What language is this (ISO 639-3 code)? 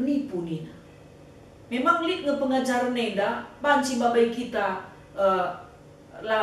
btx